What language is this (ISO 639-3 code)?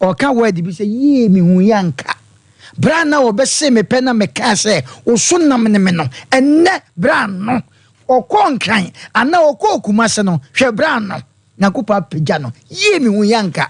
aka